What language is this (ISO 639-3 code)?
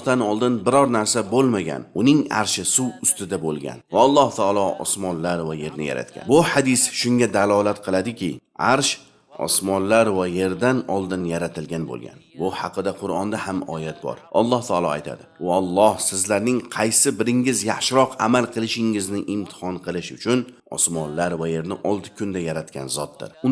uzb